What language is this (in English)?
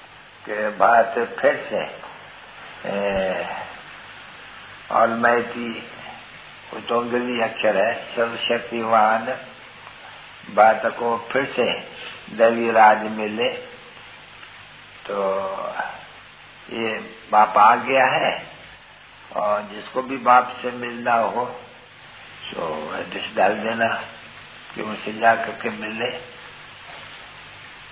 Hindi